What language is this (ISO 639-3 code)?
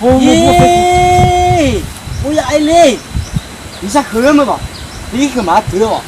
nia